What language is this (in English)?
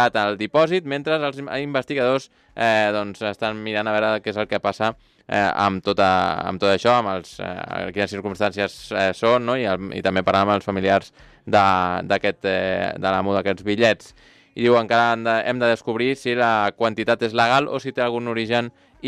Catalan